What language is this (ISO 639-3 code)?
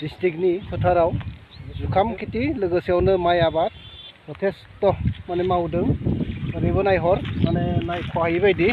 brx